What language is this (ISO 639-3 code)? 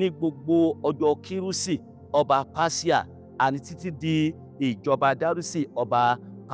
yor